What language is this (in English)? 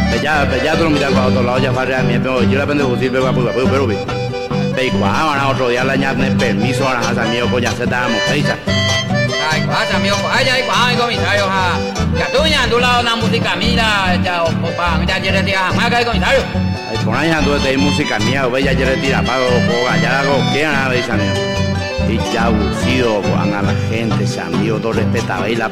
Guarani